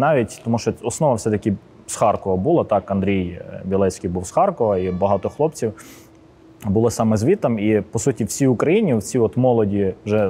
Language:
Ukrainian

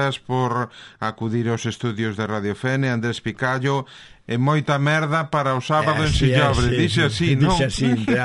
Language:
Galician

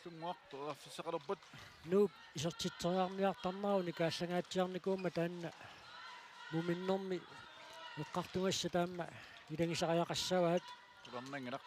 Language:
Kalaallisut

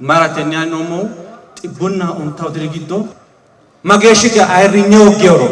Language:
Sidamo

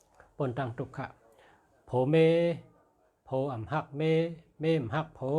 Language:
Shan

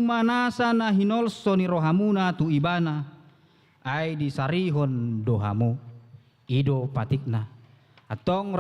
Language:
Batak Toba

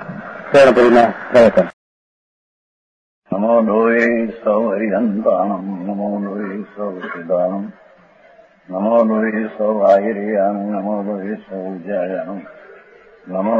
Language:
Gujarati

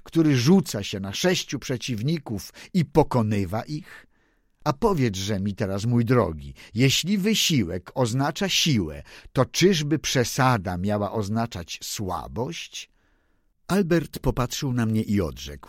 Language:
Polish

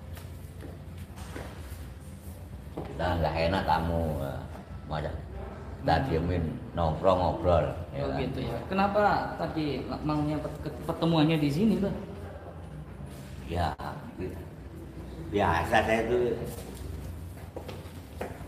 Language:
Indonesian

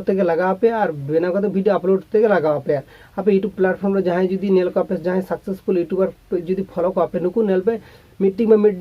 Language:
Santali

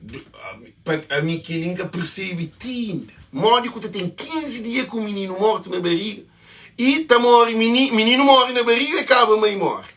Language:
Kabuverdianu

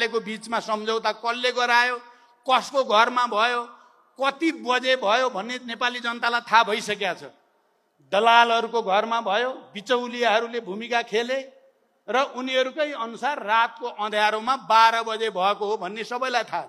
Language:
Nepali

